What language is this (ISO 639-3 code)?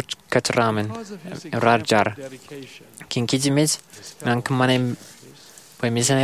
mah